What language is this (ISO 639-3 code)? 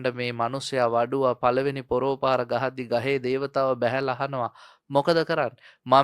sin